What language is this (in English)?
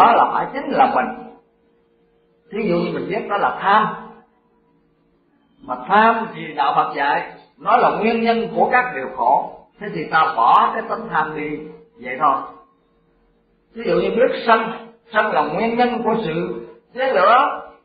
Vietnamese